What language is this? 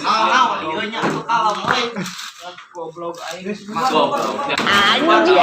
Sundanese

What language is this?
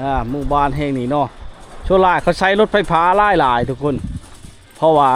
Lao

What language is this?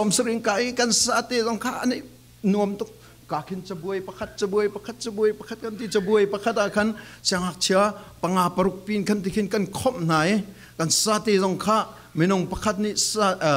Falam Chin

